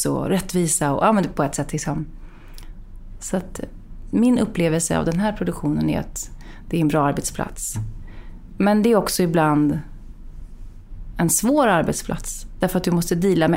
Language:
Swedish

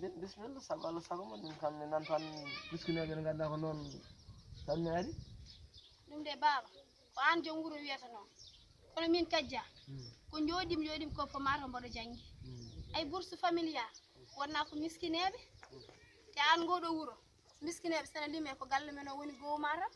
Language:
Fula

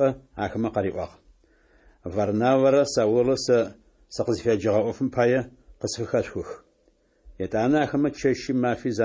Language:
Adyghe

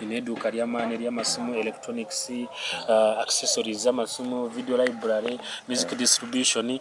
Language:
Nyankole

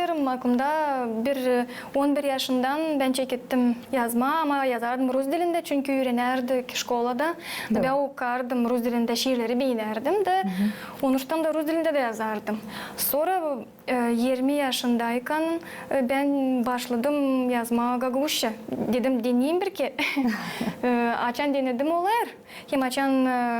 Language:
Gagauz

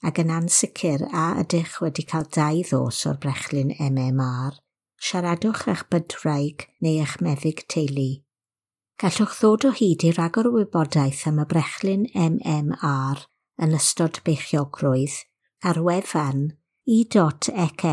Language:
Welsh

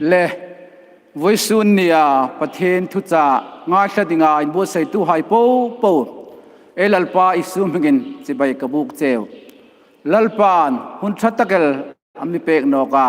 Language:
Hmar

